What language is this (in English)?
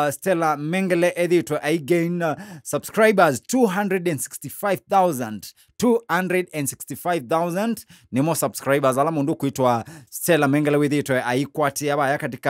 Kamba